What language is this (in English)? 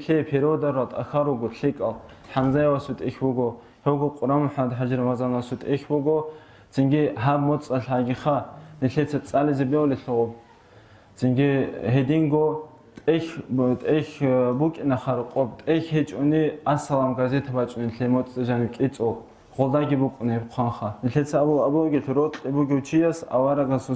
Avaric